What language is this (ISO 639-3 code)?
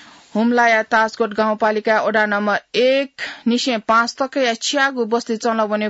new